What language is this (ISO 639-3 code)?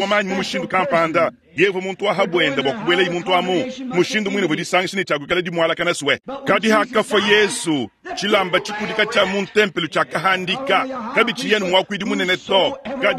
lua